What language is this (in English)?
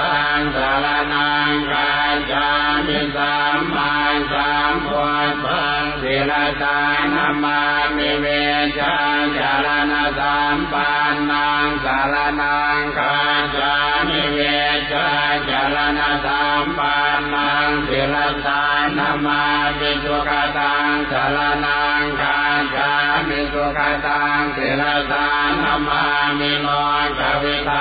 Pali